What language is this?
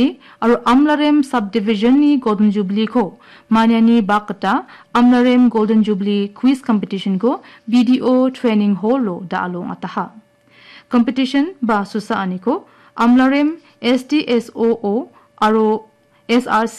Garo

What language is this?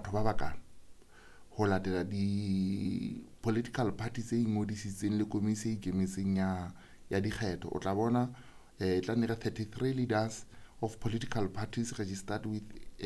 Southern Sotho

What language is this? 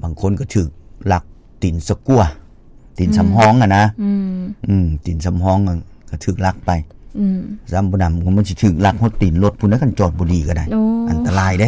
Lao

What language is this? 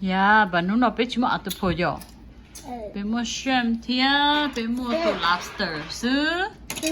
Hmong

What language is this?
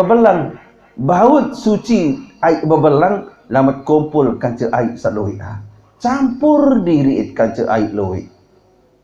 Sasak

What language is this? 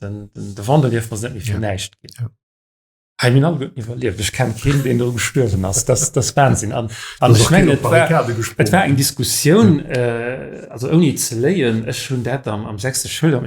Luxembourgish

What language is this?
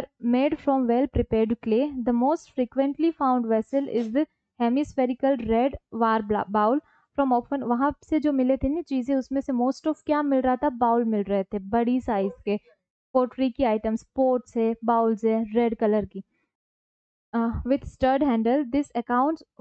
Hindi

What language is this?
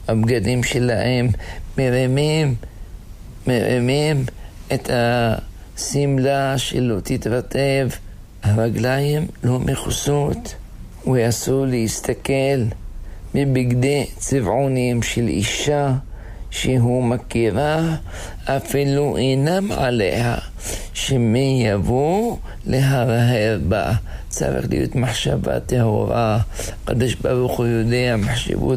Hebrew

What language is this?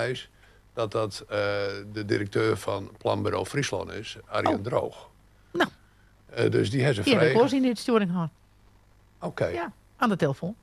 Western Frisian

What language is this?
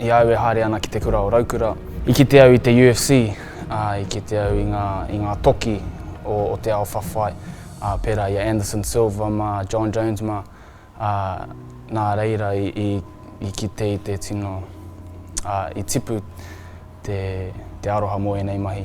Māori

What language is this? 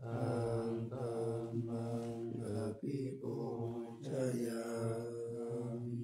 Pali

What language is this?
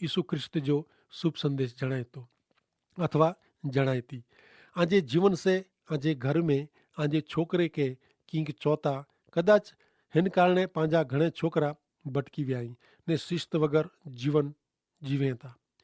Kachhi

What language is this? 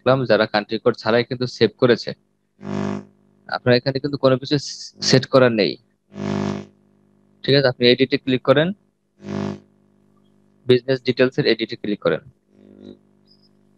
Bangla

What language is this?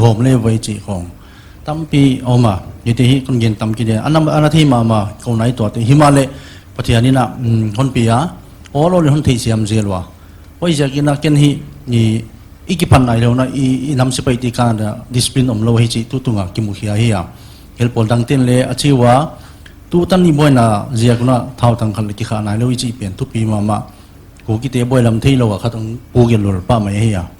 Paite Chin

